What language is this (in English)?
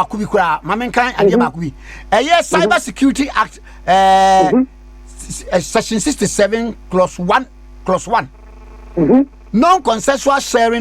Akan